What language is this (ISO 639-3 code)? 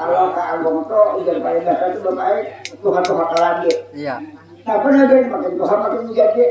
bjn